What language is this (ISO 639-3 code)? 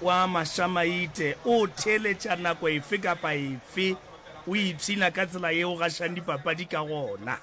nso